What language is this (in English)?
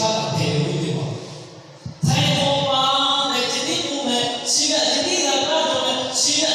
Lahu